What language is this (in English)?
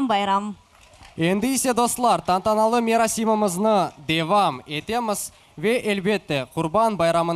Crimean Tatar